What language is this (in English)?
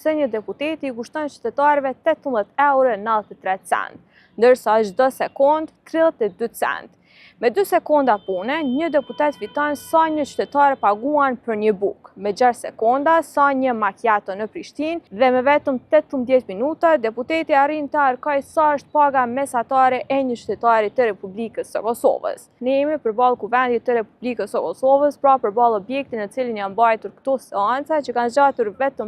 Albanian